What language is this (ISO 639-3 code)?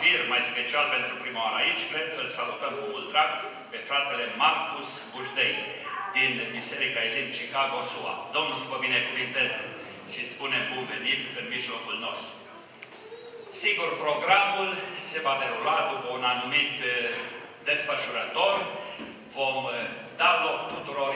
ron